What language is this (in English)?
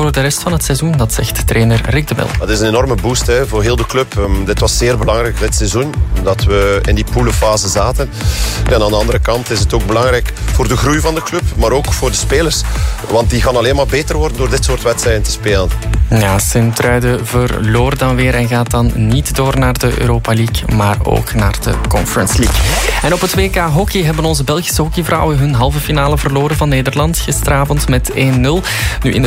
Dutch